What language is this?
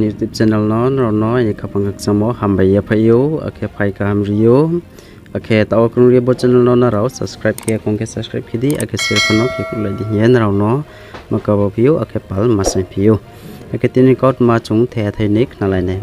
Riang (India)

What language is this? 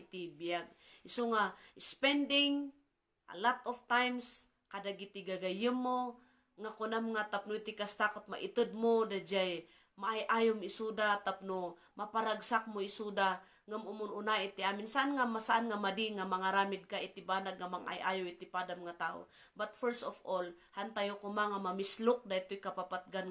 Iloko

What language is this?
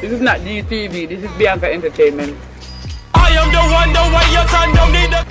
Jamaican Creole English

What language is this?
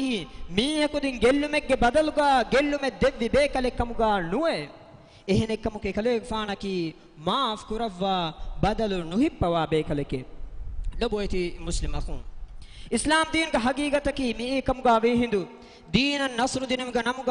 Divehi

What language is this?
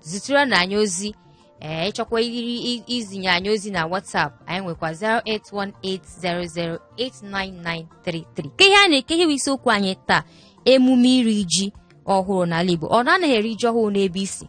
Igbo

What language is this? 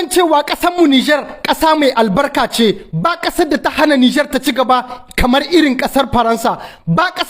Hausa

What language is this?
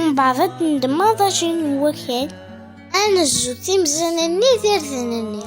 Kabyle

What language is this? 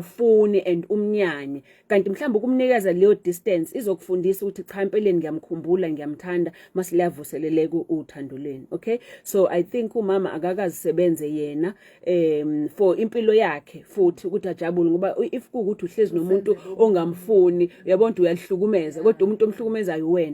Zulu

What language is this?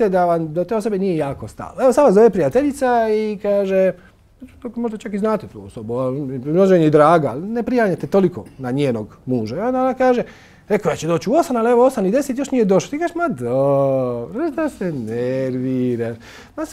Croatian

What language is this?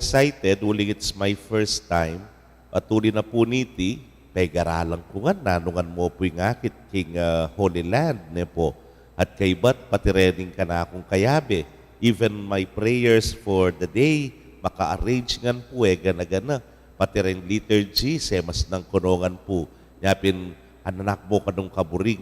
Pampanga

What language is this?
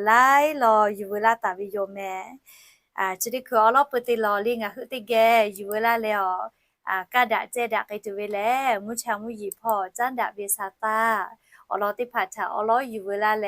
Lahu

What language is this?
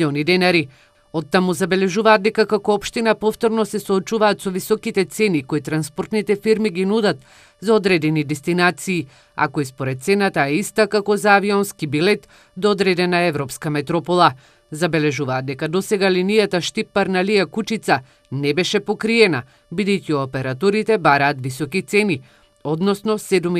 Macedonian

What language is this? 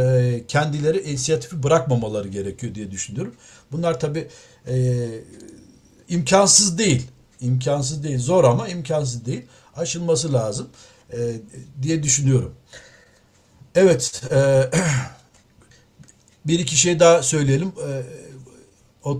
Turkish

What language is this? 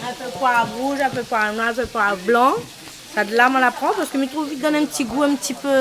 Réunion Creole French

